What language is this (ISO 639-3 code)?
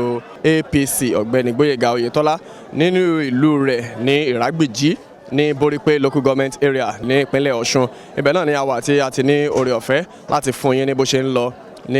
yor